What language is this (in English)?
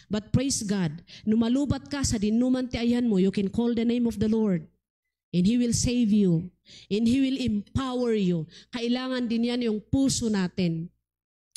Iloko